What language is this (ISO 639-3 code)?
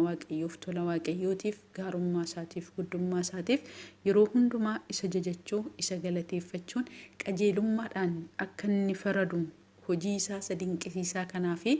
orm